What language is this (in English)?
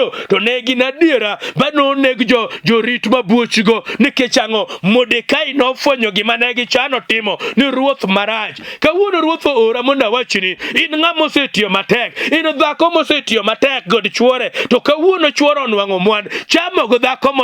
Luo (Kenya and Tanzania)